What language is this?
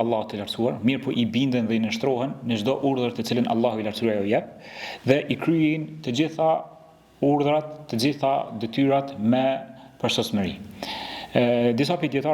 Albanian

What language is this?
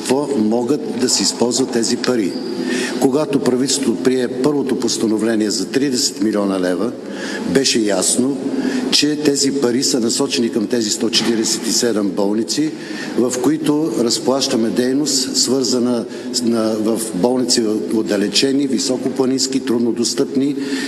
Bulgarian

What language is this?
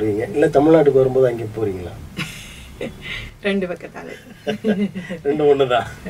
Tamil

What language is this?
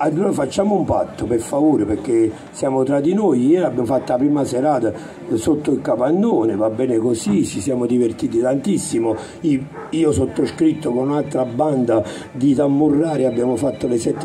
Italian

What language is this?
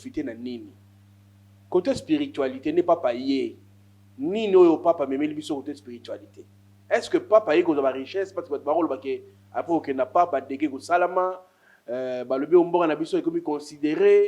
Lingala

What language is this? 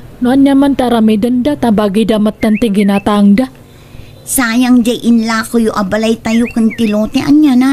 Iloko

